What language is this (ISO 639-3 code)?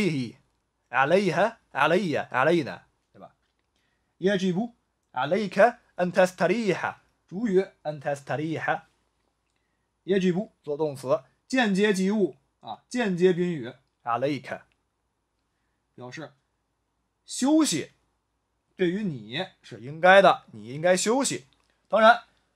zho